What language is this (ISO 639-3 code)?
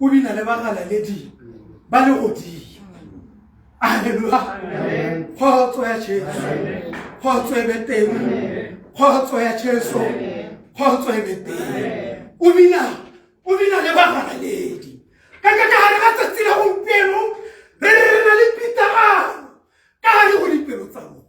tsn